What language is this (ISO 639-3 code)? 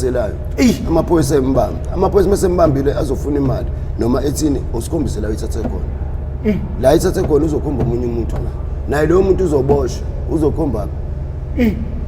zul